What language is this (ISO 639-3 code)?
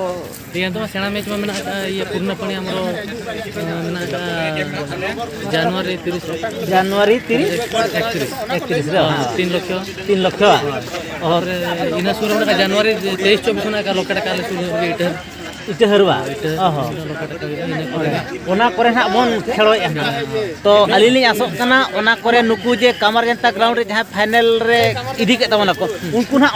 sat